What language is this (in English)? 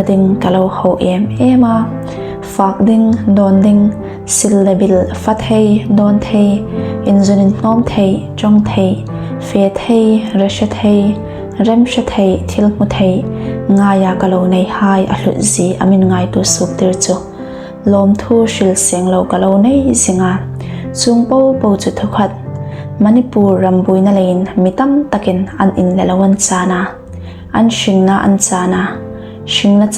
Hmar